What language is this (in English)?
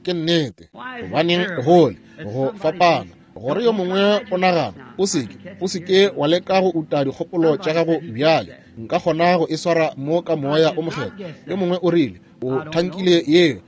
Northern Sotho